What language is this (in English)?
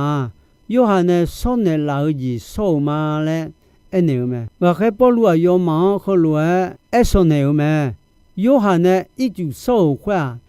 Akha